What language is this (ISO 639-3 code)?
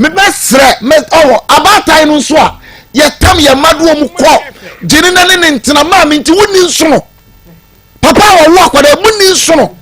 aka